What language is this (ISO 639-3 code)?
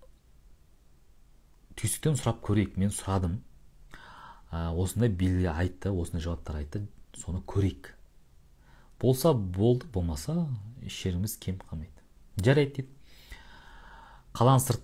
kaz